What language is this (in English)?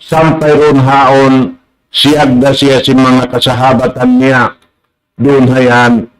Tausug